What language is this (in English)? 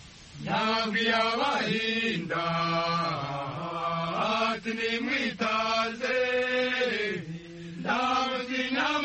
Kinyarwanda